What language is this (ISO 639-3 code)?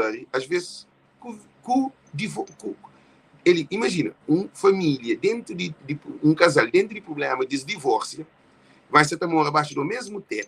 kea